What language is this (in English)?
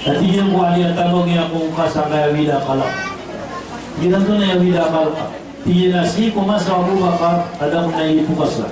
Maranao